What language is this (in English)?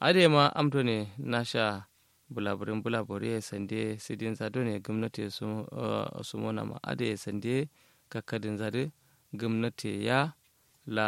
Kanuri